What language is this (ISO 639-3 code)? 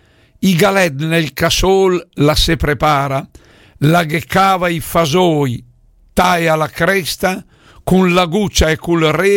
lmo